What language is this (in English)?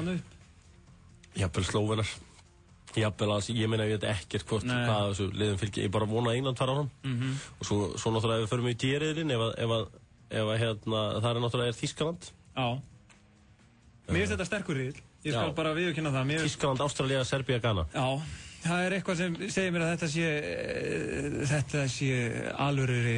Icelandic